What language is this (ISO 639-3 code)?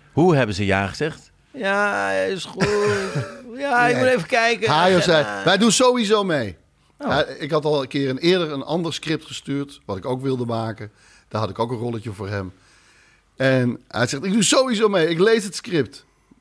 nld